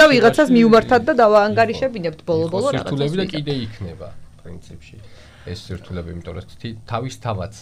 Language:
Georgian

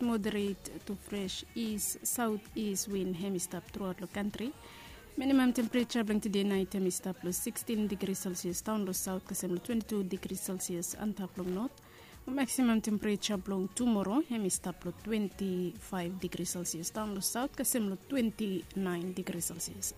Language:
Bislama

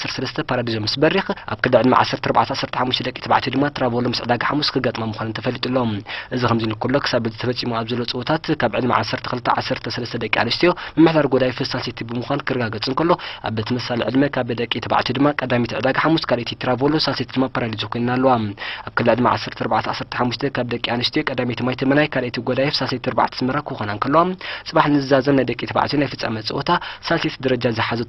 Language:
Tigrinya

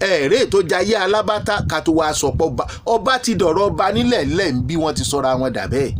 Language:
Yoruba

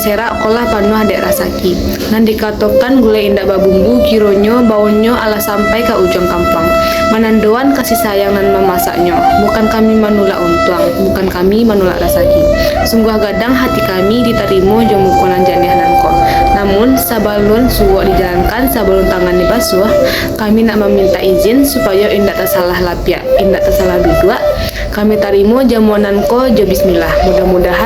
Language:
Minangkabau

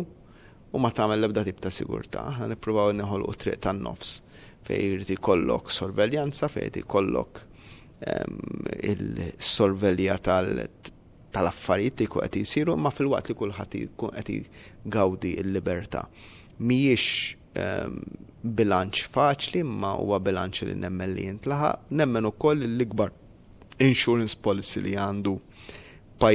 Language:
Maltese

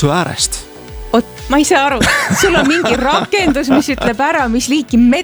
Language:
Estonian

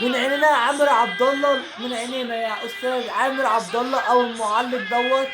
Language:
Egyptian Arabic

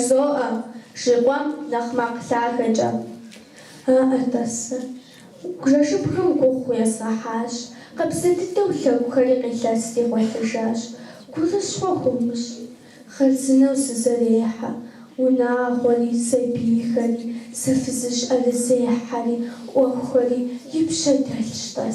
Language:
Kabardian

